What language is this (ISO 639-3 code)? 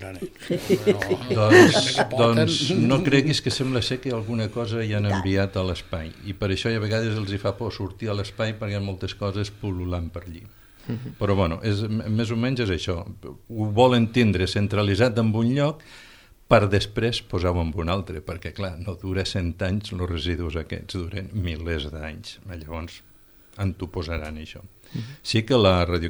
cat